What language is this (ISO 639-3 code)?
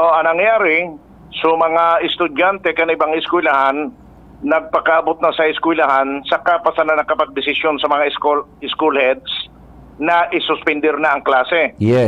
bik